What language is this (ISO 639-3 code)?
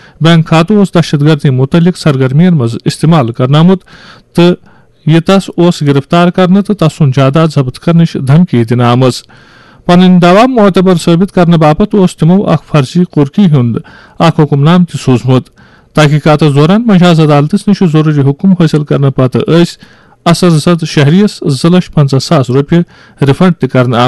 kas